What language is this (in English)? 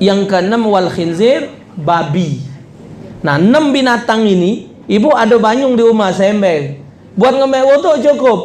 Musi